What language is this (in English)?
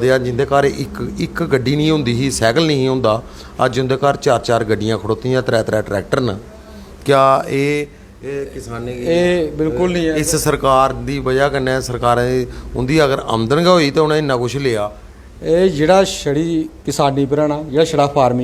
Dogri